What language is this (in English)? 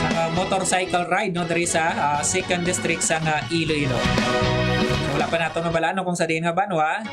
Hiligaynon